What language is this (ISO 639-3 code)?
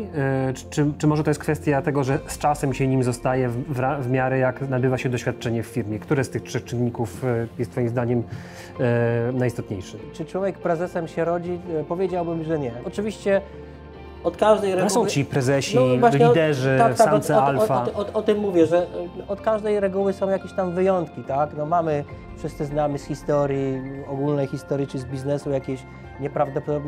pol